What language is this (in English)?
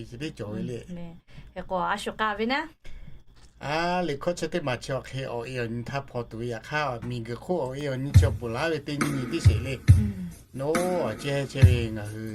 Lahu